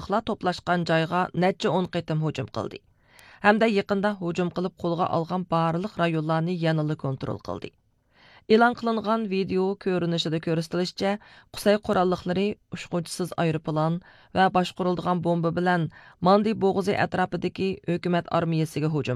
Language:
Uyghur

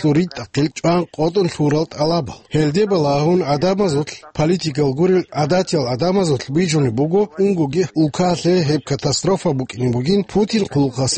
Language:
Avaric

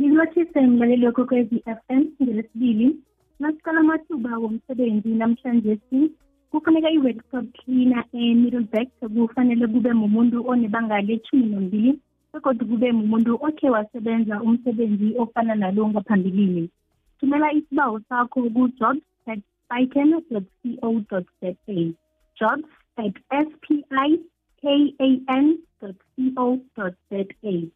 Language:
South Ndebele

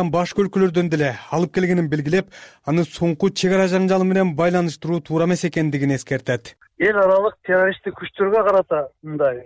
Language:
Kyrgyz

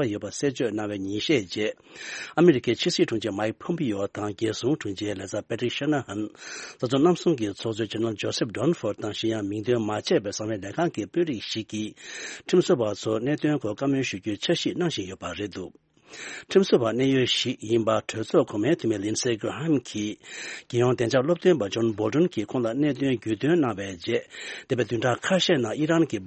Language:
Tibetan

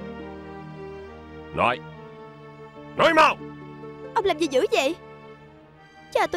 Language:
Vietnamese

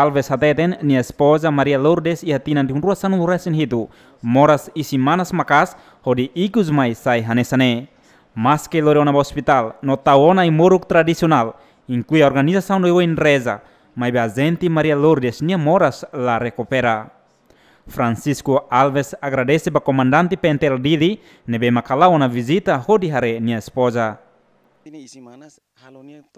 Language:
Tetum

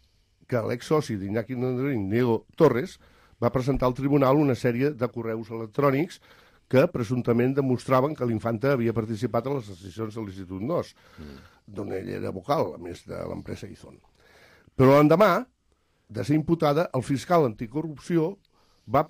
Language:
Catalan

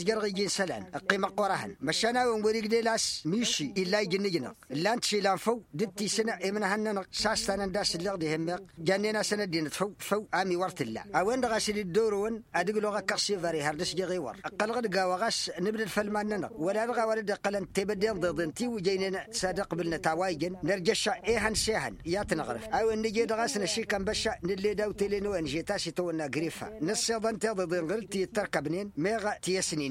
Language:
Tamasheq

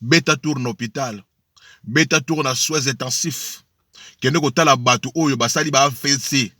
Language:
Lingala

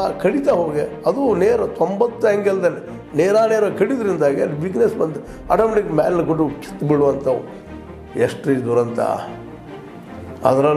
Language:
Kannada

